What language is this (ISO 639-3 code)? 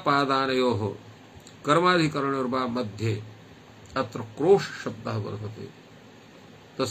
san